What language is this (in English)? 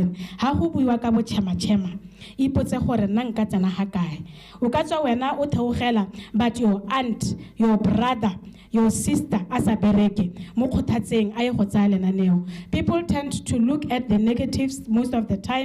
Tswana